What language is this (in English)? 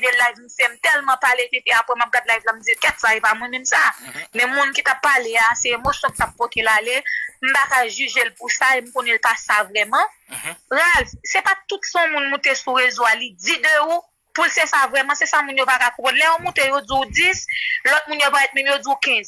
Haitian Creole